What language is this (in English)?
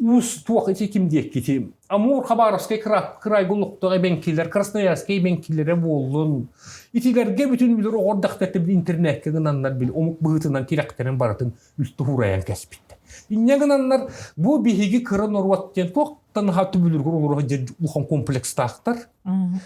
Yakut